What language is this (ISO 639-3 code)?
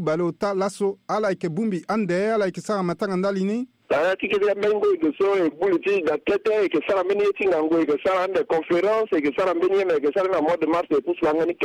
sag